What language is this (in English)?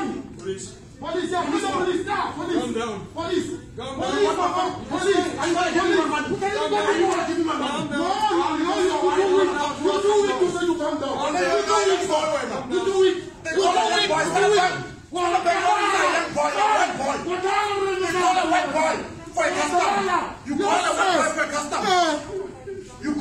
English